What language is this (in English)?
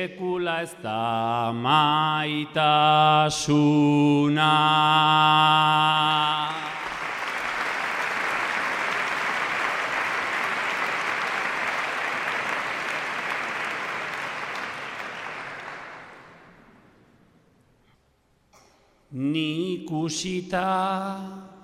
Basque